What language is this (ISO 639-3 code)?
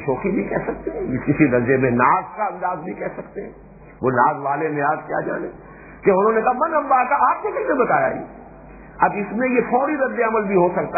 urd